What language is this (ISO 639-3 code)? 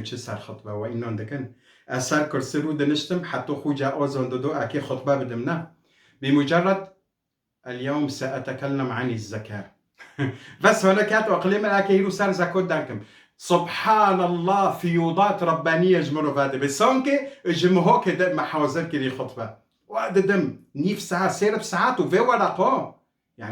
kur